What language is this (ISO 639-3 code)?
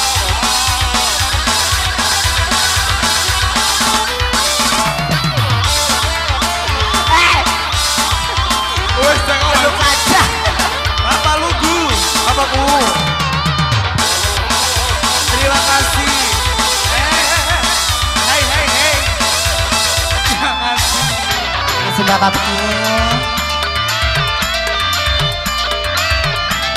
ind